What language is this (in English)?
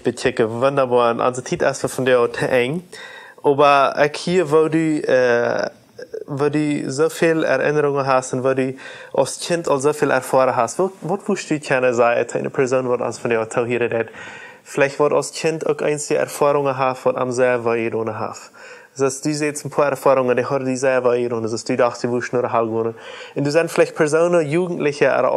Plautdietsch